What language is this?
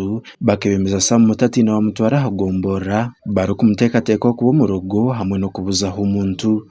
Nyankole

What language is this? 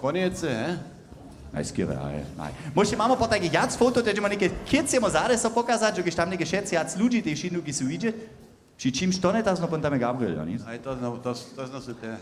Upper Sorbian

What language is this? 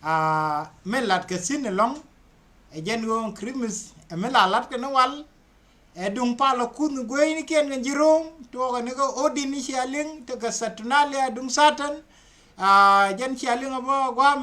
Nuer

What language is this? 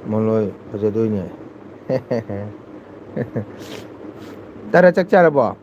Manipuri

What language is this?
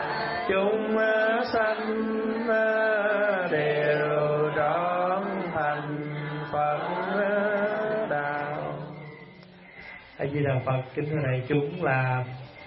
Vietnamese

